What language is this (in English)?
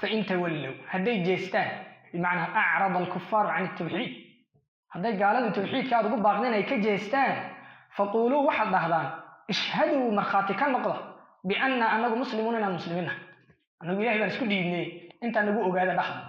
Somali